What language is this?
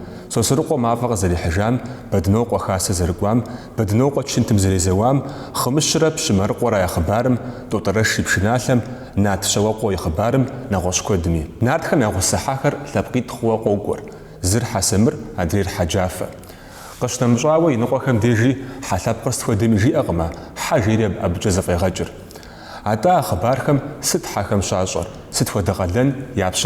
Kabardian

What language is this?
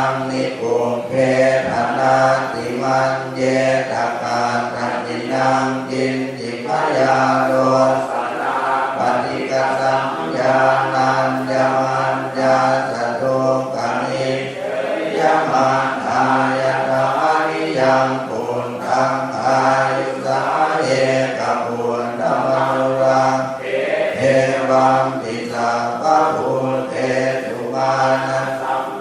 Pali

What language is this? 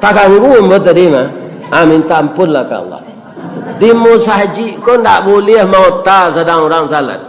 Minangkabau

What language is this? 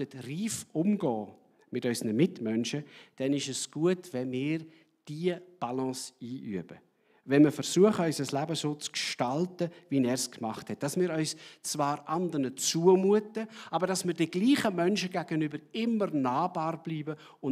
Swiss German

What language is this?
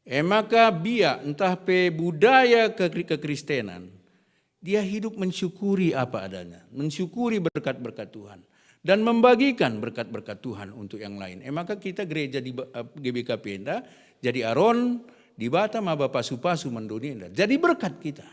Batak Karo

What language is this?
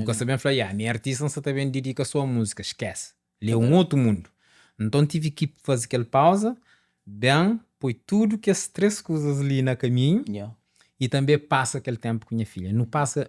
Kabuverdianu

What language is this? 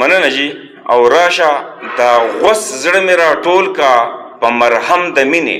Pashto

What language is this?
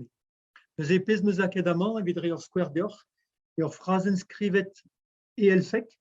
Breton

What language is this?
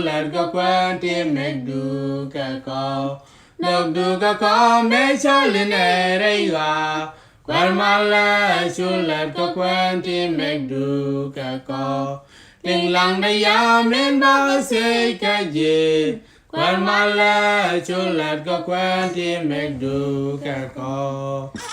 Nuer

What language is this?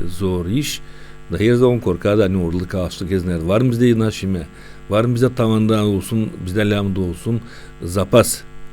Gagauz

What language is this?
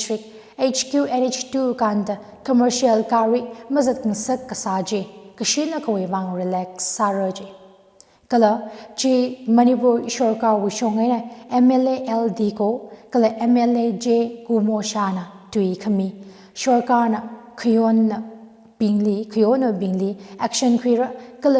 Tangkhul Naga (India)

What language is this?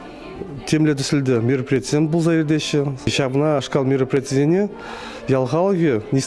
Chuvash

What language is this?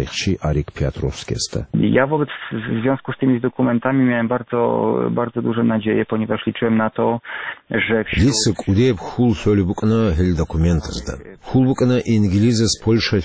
Avaric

